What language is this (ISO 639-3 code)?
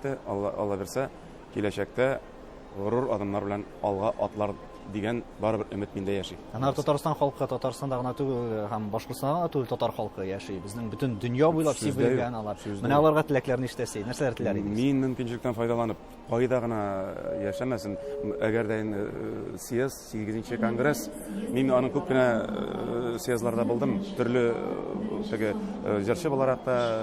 tat